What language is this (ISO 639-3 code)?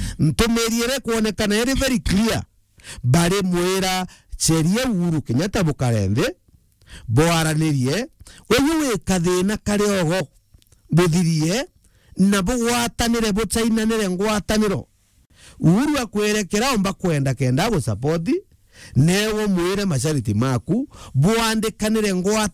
mer